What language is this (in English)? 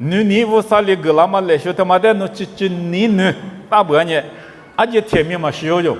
Lisu